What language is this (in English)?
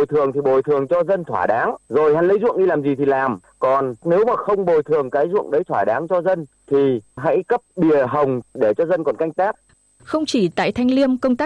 Vietnamese